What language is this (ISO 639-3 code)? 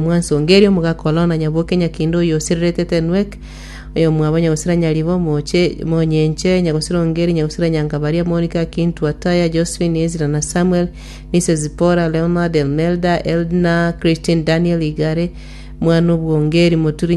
guz